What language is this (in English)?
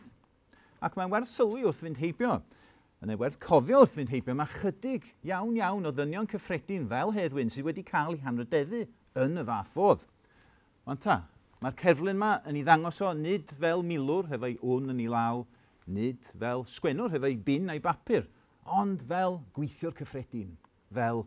Welsh